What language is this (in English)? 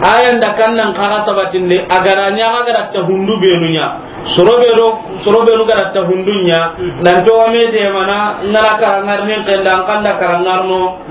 Soninke